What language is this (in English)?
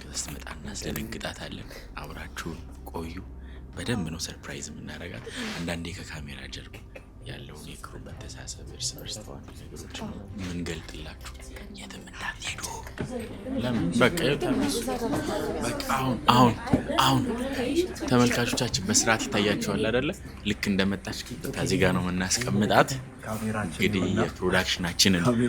Amharic